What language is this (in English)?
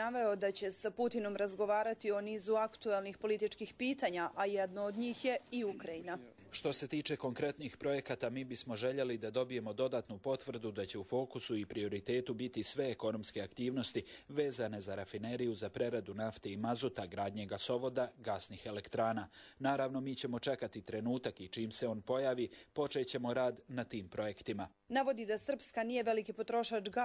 Croatian